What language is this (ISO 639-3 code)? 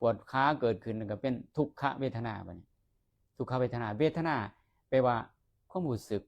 lao